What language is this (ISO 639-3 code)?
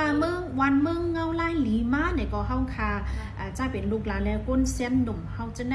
shn